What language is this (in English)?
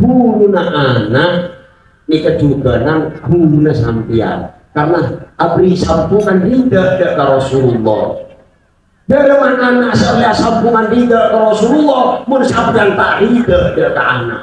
Madurese